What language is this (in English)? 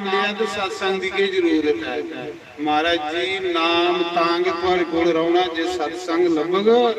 Dogri